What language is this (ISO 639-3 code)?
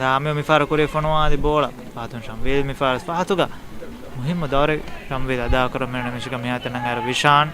div